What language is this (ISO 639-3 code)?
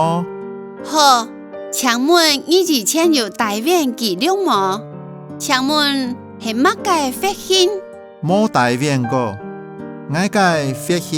hak